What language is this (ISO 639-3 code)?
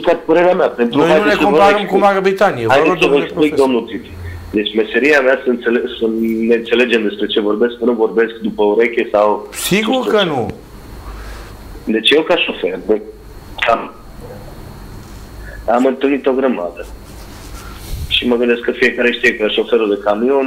ron